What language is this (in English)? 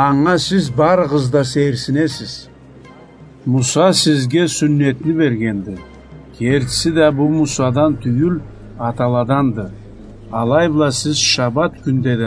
Karachay-Balkar